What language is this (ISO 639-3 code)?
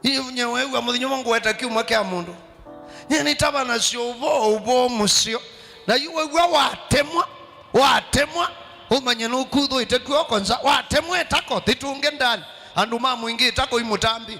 kam